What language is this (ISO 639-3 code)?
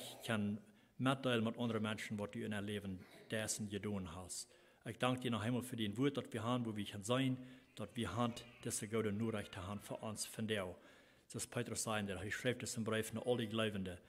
pdt